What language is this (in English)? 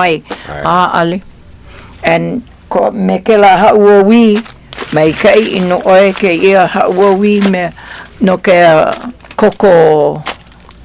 Hawaiian